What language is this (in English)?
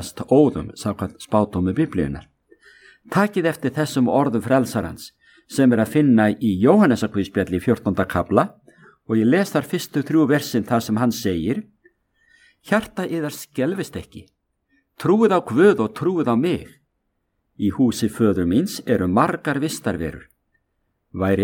Icelandic